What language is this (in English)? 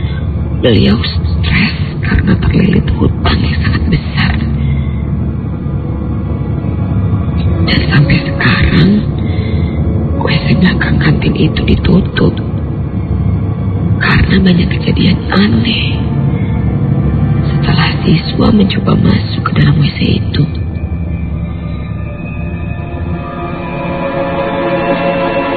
Indonesian